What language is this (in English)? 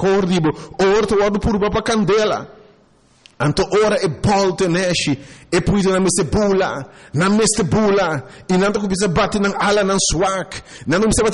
Papiamento